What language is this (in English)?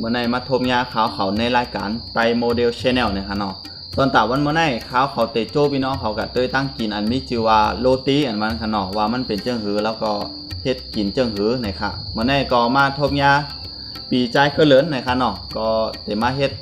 Shan